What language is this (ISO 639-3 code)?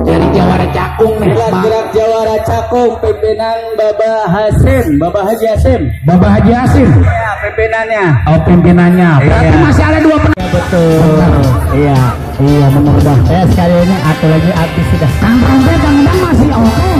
bew